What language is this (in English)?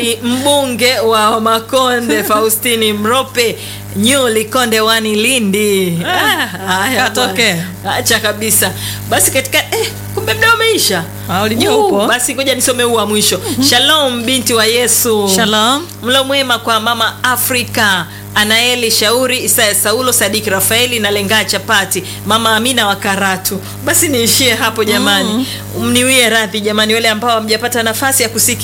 Swahili